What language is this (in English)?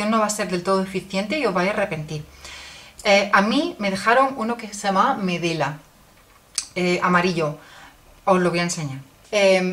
Spanish